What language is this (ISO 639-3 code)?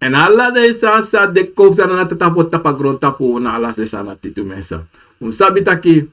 srn